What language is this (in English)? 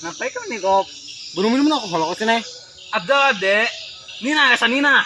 Banjar